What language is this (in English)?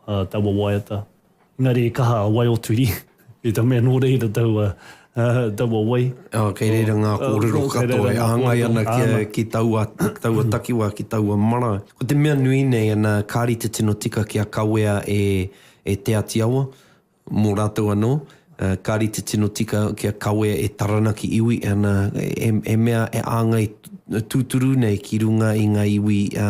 Māori